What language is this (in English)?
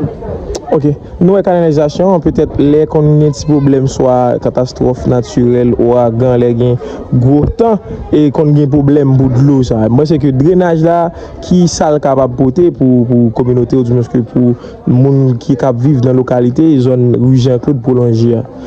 Haitian Creole